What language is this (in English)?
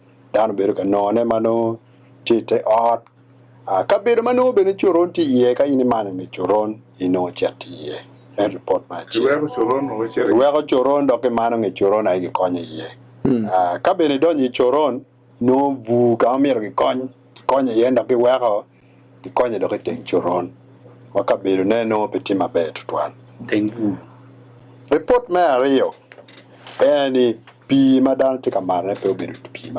Acoli